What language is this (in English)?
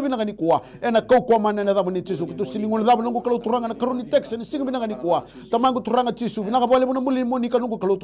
Fijian